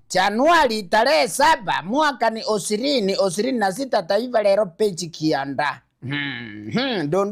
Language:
Gusii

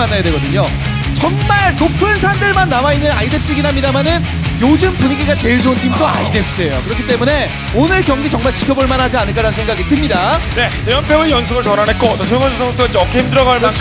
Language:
Korean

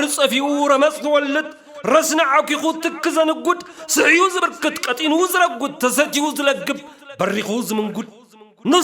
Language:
Tigrinya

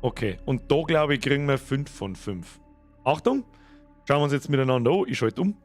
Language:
Bavarian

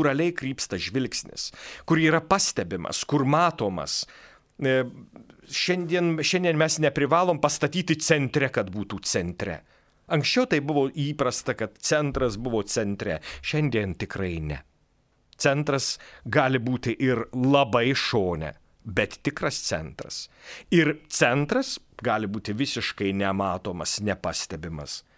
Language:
Lithuanian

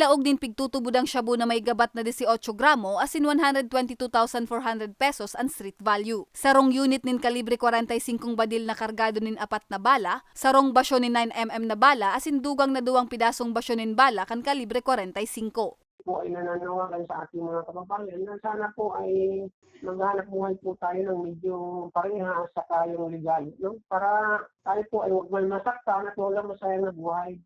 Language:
Bikol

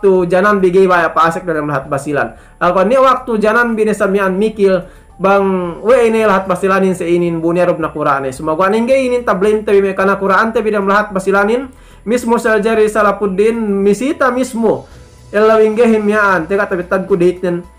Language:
Yakan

